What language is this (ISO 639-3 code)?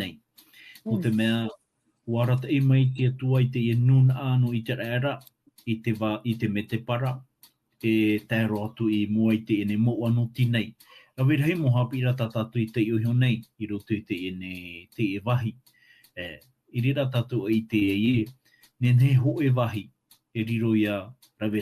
tah